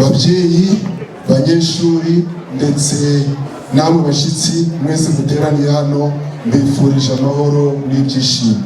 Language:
Kinyarwanda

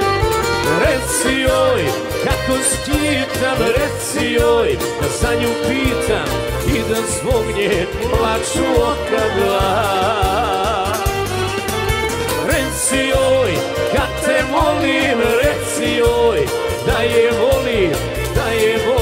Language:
Serbian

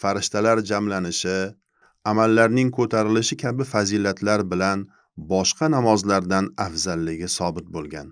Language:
Uzbek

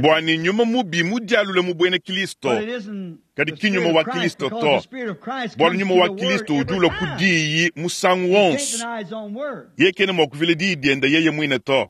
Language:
Luba-Lulua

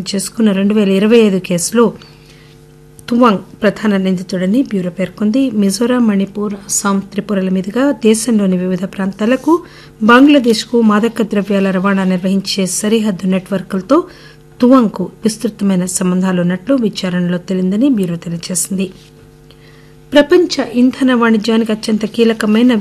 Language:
Telugu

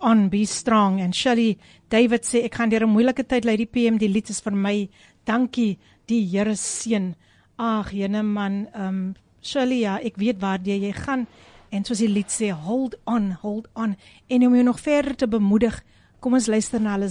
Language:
Afrikaans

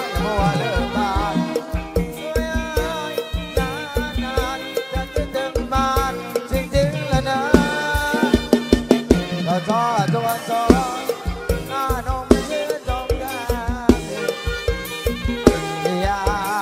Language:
Thai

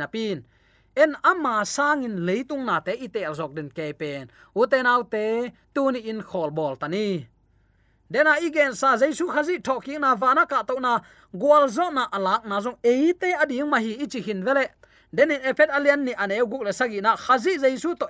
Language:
Tedim Chin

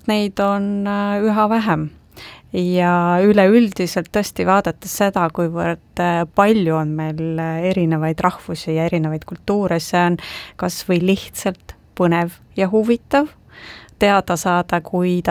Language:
Estonian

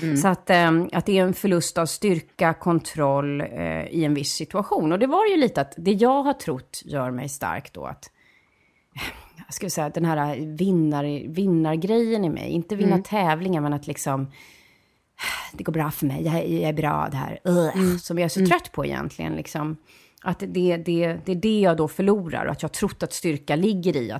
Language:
Swedish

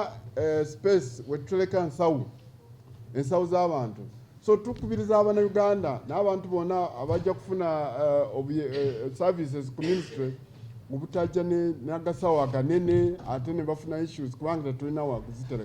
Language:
Ganda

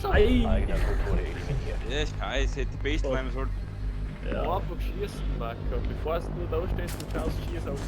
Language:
Bavarian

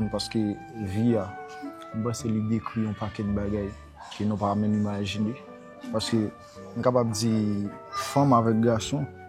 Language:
Haitian Creole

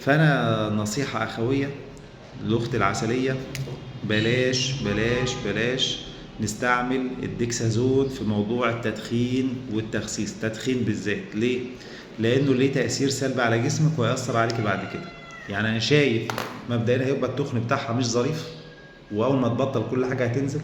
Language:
Egyptian Arabic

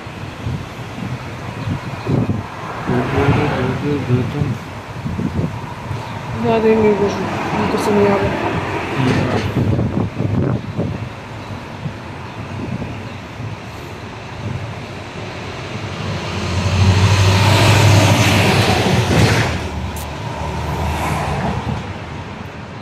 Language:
Croatian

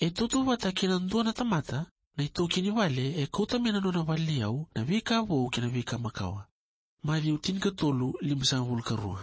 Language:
Fijian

